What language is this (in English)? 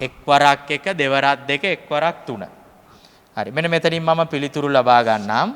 Sinhala